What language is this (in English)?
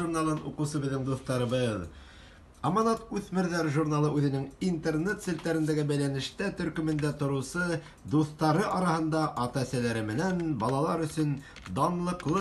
Bashkir